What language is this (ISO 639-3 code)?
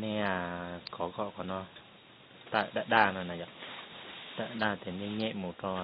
hmn